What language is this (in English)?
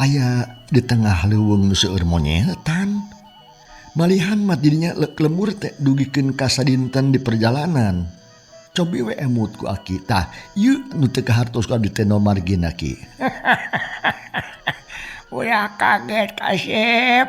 Sundanese